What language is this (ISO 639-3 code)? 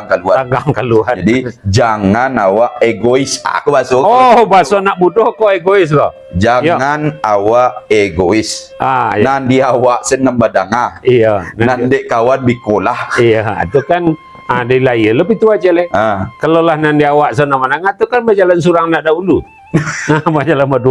min